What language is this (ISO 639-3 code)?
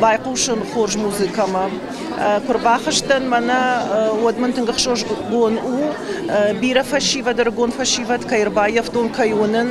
oss